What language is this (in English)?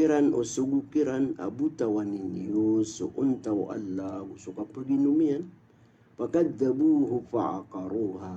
Maranao